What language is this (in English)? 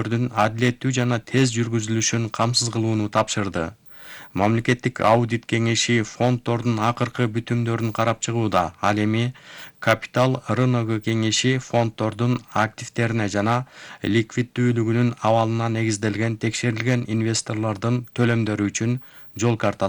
Kyrgyz